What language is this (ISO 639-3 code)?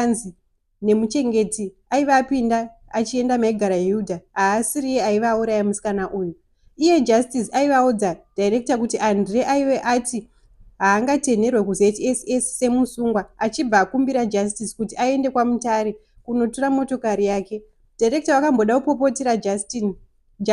sna